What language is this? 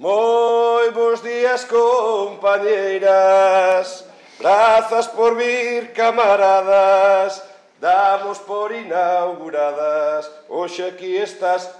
Galician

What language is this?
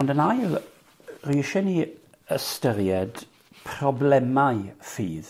Welsh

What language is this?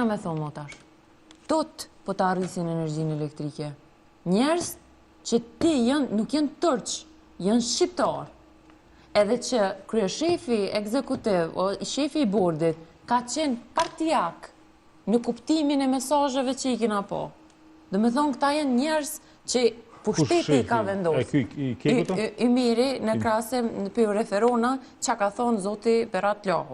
Albanian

